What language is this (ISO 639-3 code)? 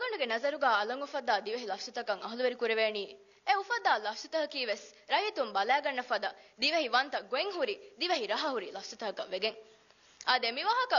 div